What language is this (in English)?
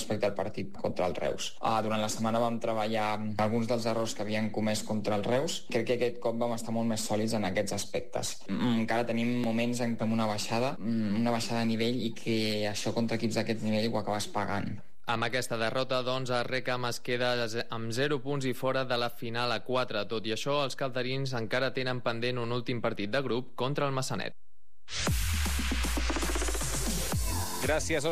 Catalan